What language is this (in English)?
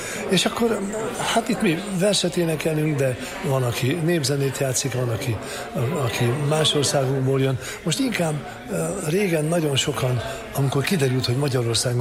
Hungarian